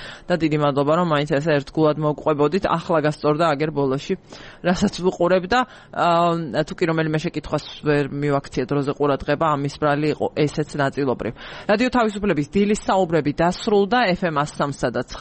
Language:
Georgian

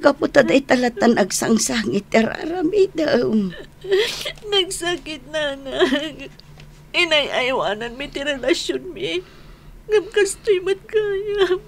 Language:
Iloko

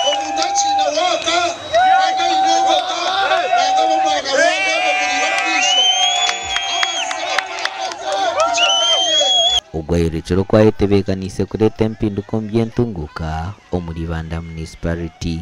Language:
Nyankole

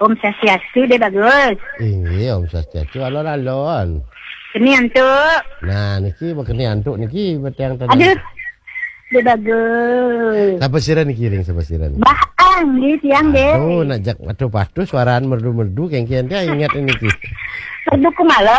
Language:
Balinese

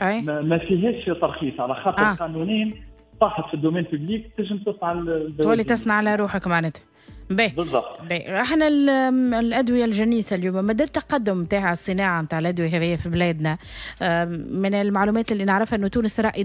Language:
Tunisian Arabic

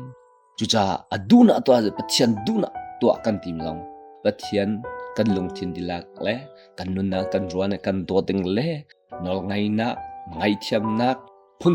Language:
Hakha Chin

